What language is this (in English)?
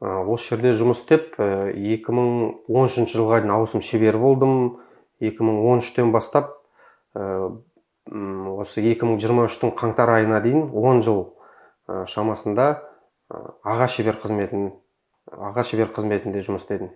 Kazakh